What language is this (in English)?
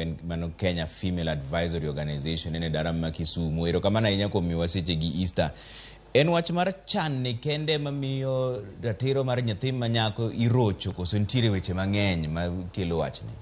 Luo (Kenya and Tanzania)